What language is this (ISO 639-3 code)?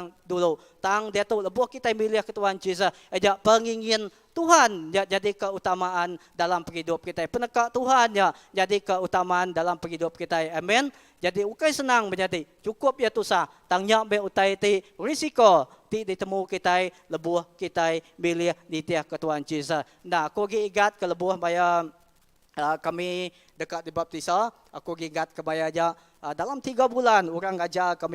iba